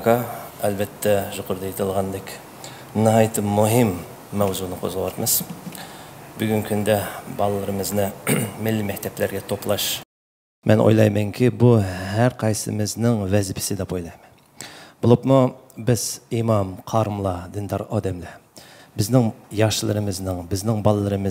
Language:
Uyghur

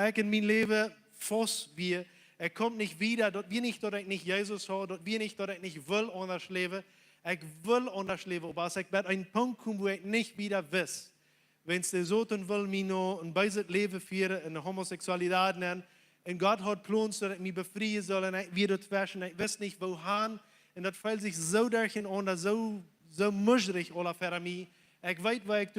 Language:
Plautdietsch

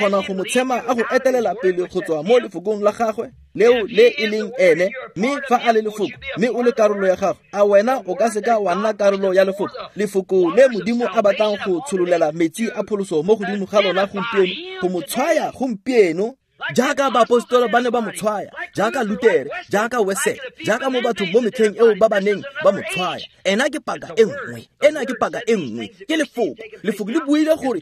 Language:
Tswana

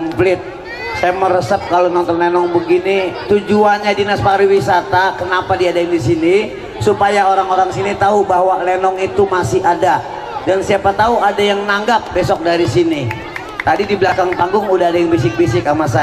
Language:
Betawi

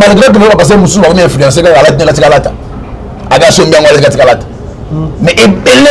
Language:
Lingala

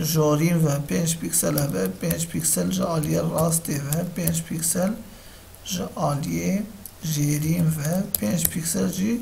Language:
Kurdish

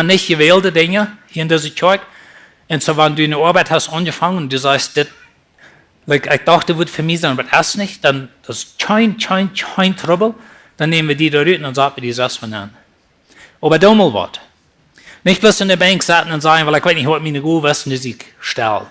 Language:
Plautdietsch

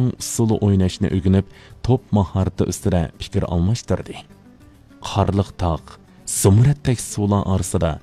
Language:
Uyghur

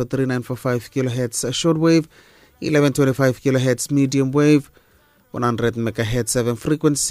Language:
Bislama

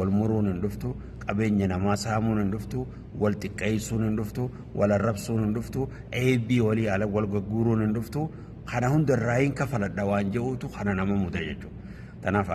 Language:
Oromo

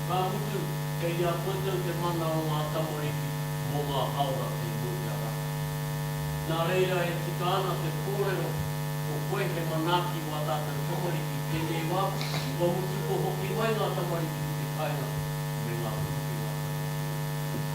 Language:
Māori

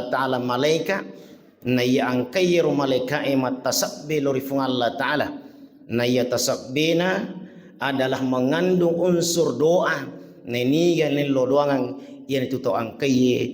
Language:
Buginese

